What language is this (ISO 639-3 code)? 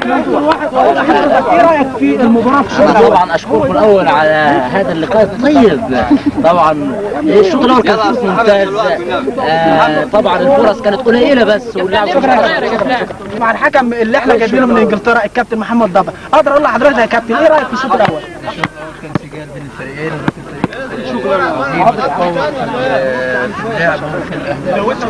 arz